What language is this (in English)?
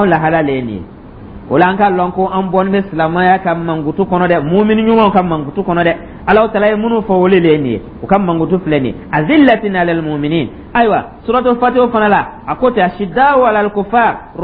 Dyula